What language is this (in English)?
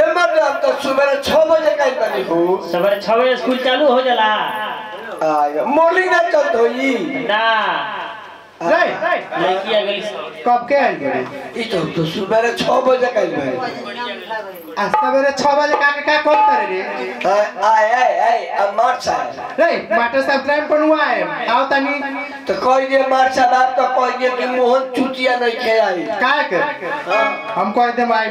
Bhojpuri